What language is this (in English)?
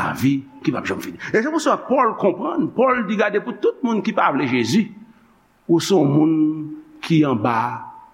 Haitian Creole